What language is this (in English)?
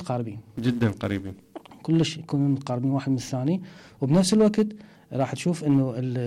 Mesopotamian Arabic